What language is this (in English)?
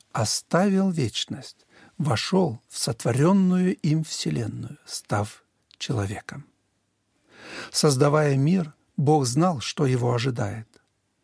Russian